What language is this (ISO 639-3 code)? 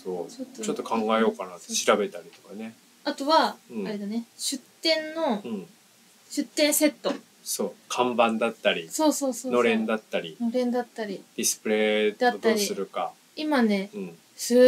jpn